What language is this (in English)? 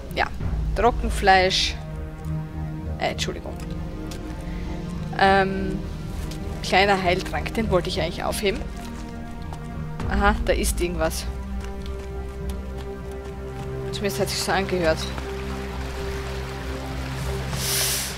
German